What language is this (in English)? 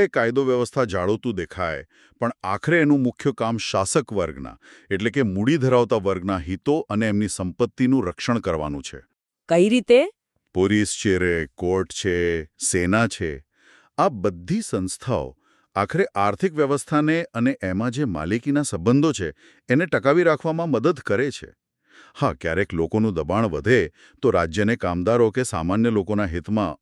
Gujarati